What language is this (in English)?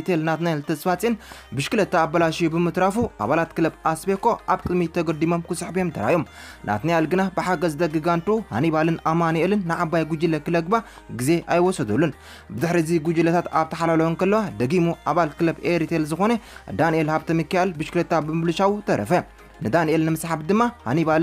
Tigrinya